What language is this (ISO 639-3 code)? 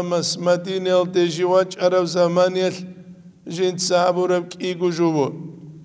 ava